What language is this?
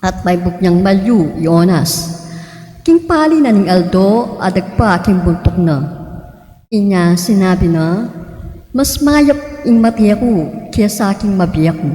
Pampanga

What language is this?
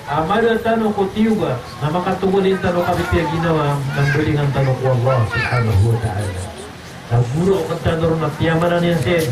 Maranao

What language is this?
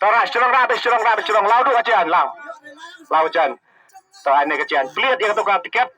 Khasi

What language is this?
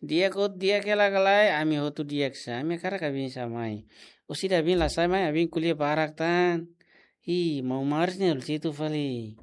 Tetum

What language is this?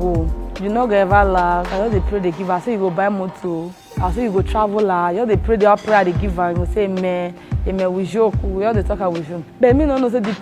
Nigerian Pidgin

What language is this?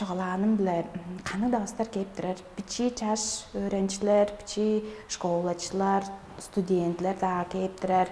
Tuvinian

